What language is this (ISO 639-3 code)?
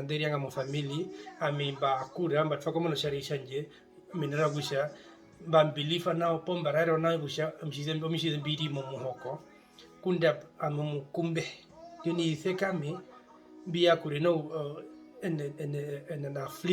her